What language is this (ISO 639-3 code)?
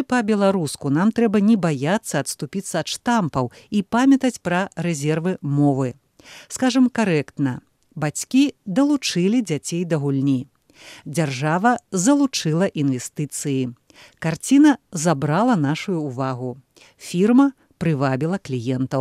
bel